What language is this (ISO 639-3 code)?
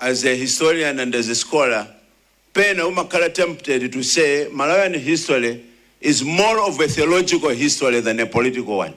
nya